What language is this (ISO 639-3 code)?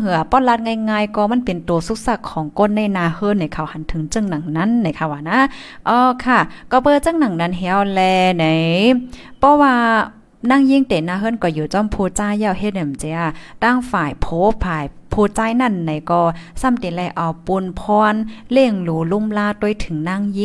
tha